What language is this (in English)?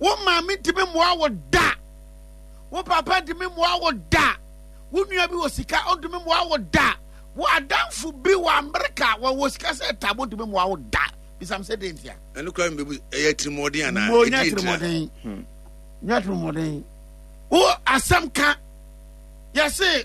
Akan